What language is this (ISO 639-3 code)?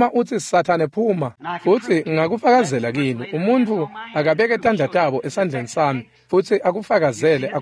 ssw